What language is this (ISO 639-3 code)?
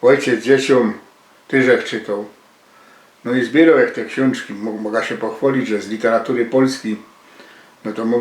szl